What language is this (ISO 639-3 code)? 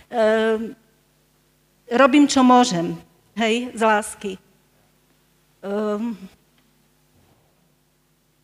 slk